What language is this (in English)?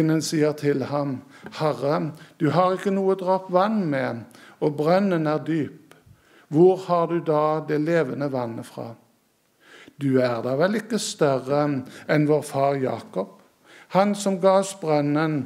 Norwegian